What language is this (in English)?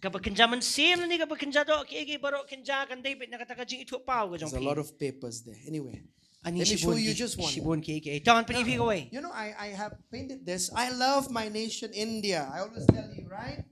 Khasi